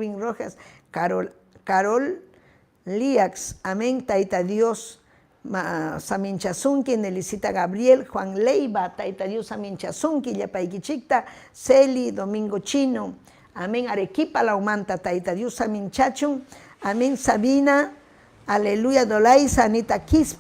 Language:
Ayacucho Quechua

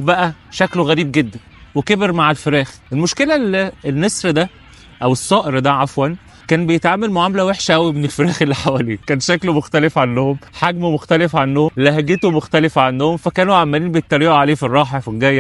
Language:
Egyptian Arabic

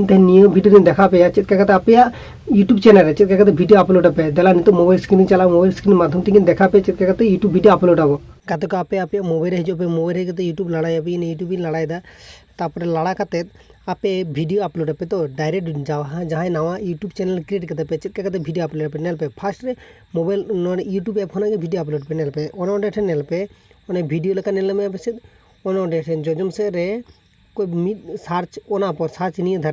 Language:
Santali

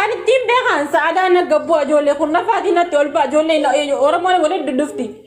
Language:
Oromo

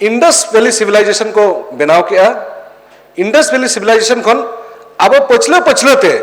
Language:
Santali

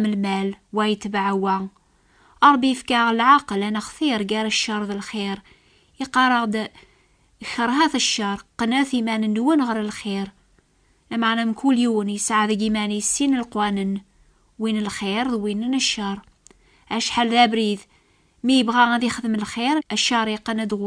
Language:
Kabyle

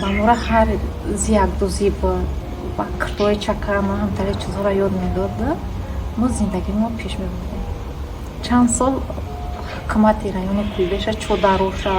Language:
Tajik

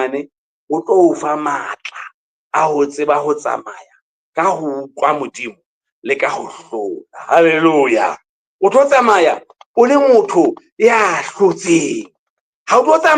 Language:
Southern Sotho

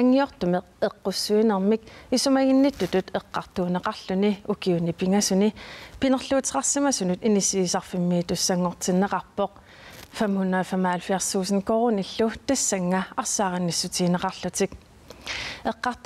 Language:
Kalaallisut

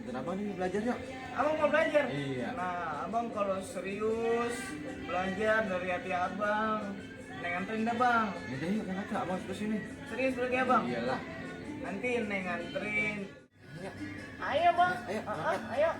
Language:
Betawi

